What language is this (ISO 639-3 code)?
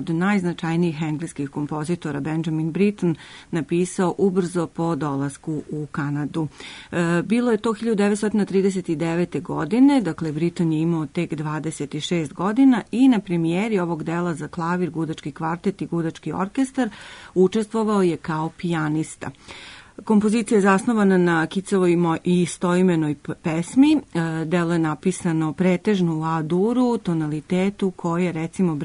srp